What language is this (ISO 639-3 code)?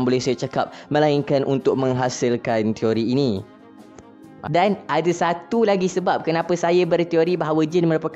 msa